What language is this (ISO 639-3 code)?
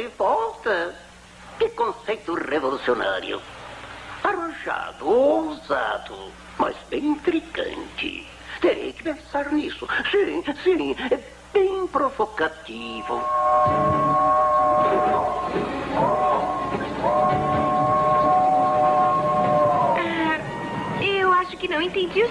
por